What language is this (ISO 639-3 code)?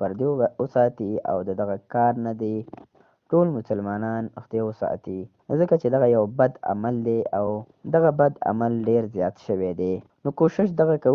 pus